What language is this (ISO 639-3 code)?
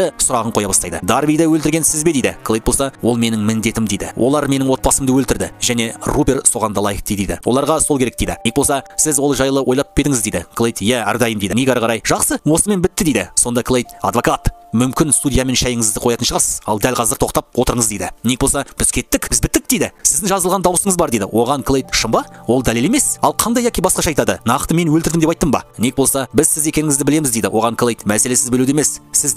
kaz